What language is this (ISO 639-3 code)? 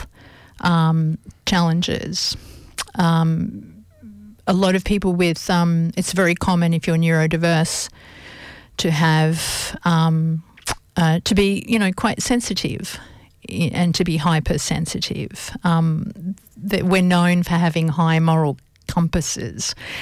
eng